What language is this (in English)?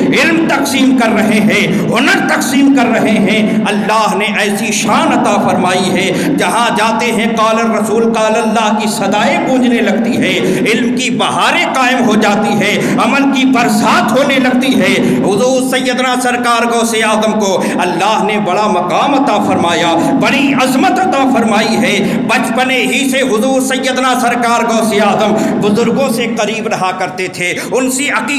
Urdu